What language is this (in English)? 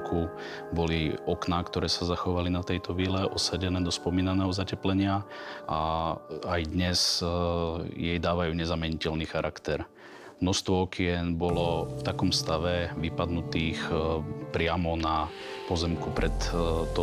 Slovak